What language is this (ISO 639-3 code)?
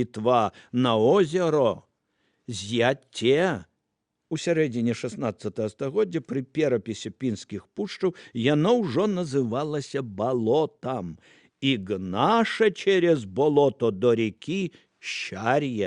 bel